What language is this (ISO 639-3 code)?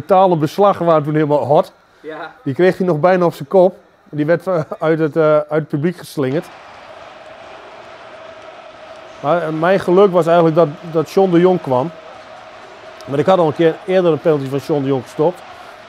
nld